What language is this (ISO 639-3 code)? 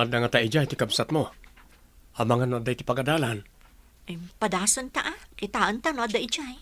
ilo